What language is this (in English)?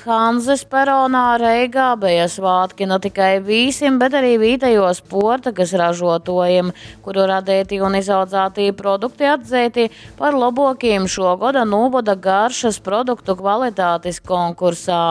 Latgalian